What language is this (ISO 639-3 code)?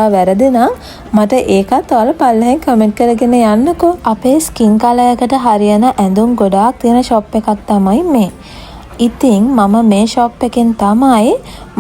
sin